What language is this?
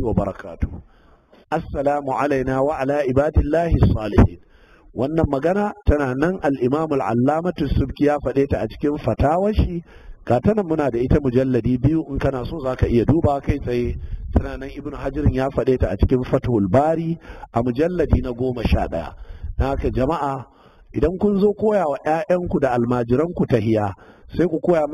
Hausa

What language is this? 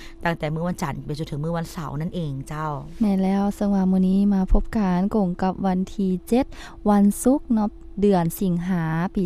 Lao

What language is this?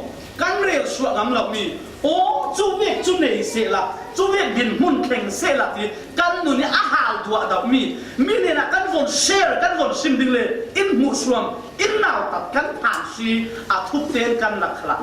Falam Chin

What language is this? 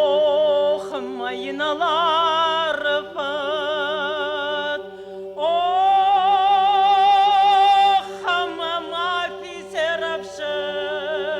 Ossetic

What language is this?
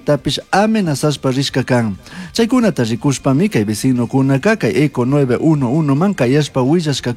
Chimborazo Highland Quichua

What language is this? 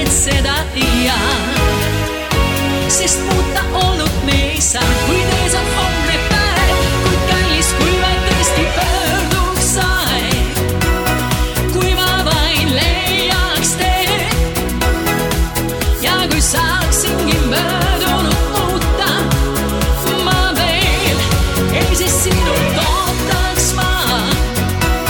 Estonian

